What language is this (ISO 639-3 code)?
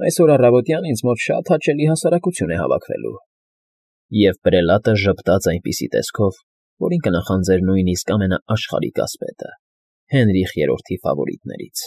hye